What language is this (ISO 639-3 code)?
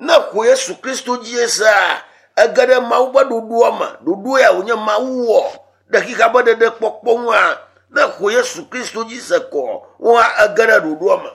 ewe